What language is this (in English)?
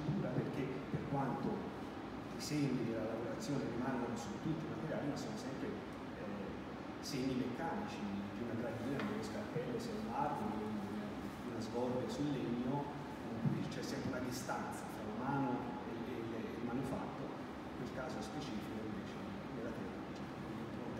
Italian